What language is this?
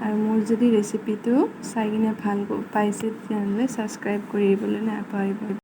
Assamese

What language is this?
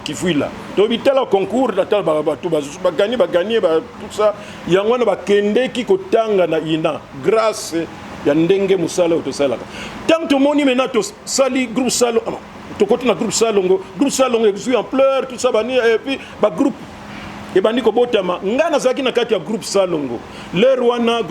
Lingala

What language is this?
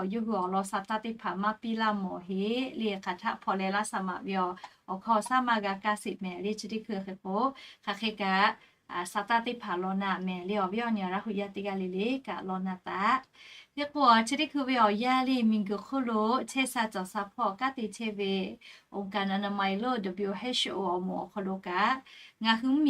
Lahu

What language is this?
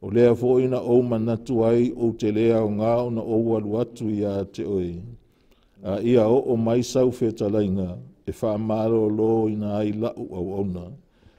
Samoan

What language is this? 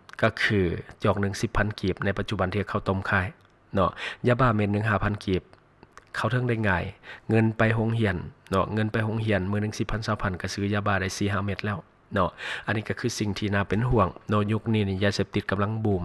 Lao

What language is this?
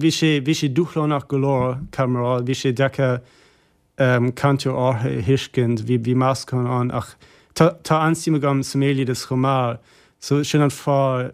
Irish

